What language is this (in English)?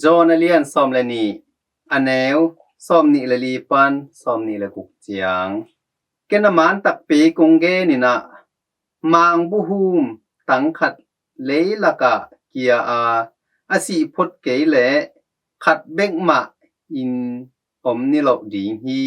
Tedim Chin